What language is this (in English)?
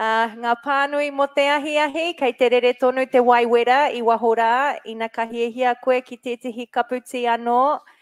Māori